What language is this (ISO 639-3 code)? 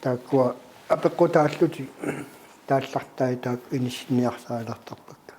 kal